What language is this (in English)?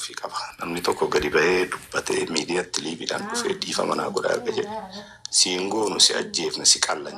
Oromo